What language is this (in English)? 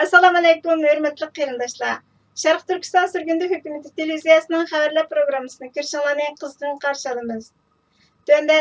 Uyghur